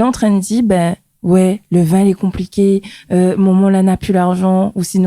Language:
Réunion Creole French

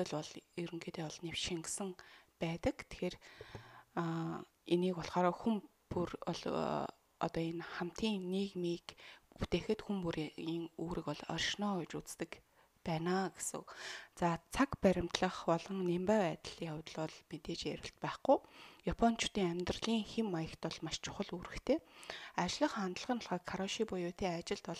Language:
Mongolian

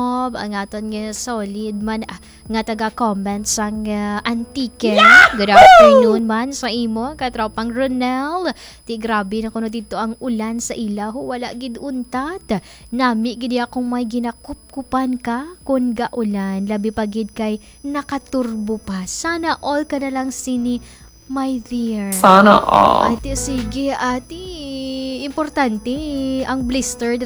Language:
Hiligaynon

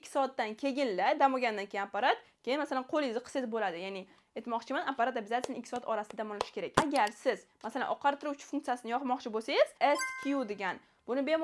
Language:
Uzbek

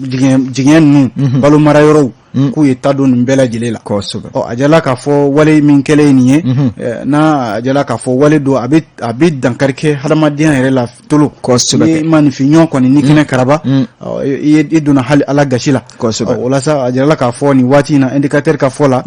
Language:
Bambara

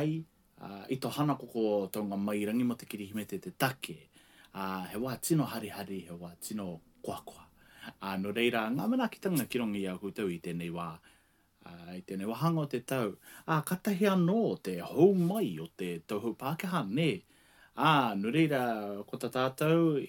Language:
Māori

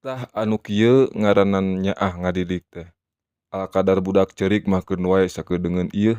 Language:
Sundanese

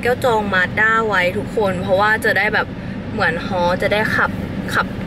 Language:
Thai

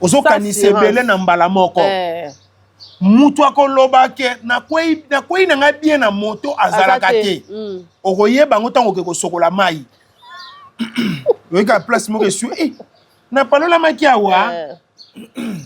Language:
Lingala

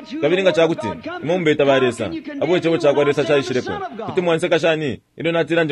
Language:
Bemba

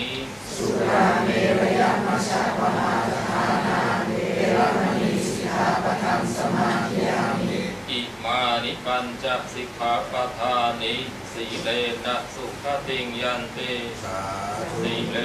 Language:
Pali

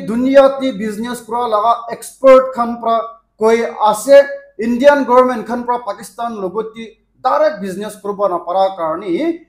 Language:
Naga Pidgin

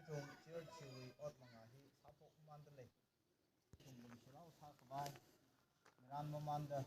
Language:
Tangkhul Naga (India)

